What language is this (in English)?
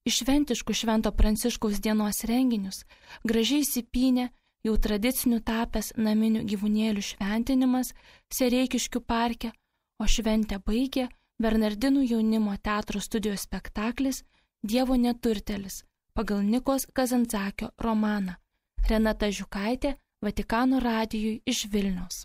Lithuanian